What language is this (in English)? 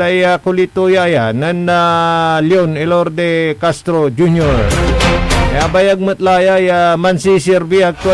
Pangasinan